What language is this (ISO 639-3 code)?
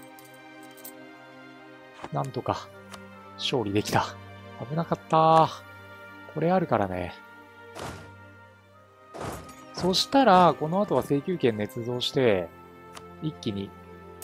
jpn